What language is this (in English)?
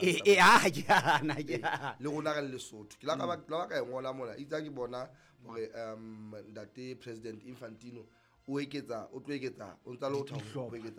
Southern Sotho